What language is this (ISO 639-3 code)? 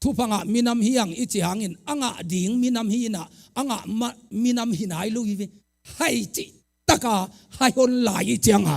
ctd